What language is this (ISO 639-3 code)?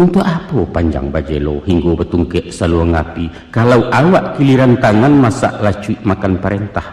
min